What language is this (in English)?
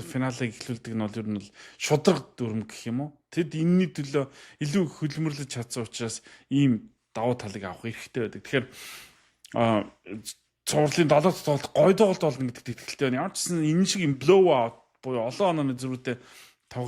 Mongolian